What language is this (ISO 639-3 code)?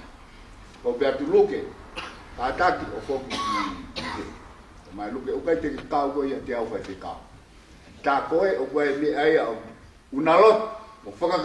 ton